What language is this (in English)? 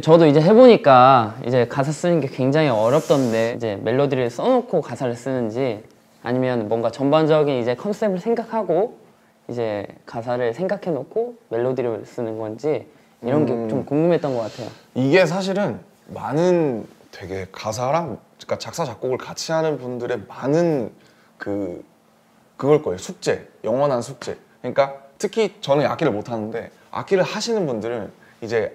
Korean